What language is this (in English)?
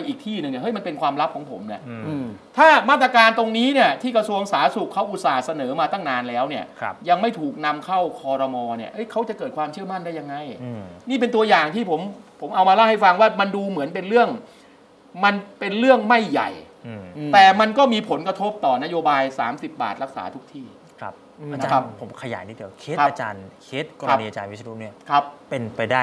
Thai